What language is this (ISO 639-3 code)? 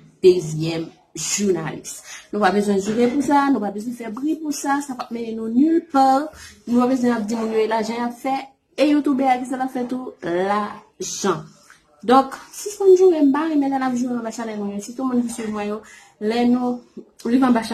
hat